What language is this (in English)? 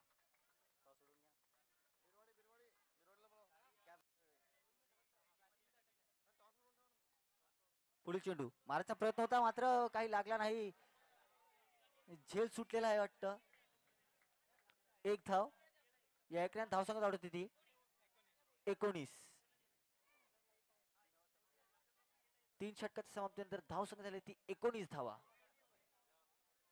Marathi